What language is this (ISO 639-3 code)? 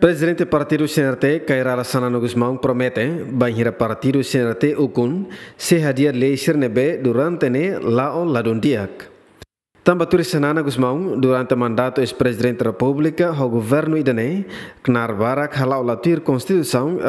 tet